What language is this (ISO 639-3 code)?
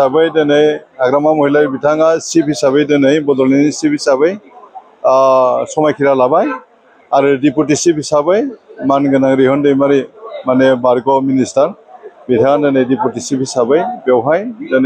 brx